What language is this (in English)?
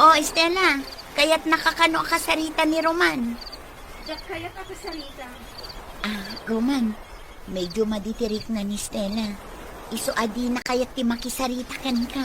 Iloko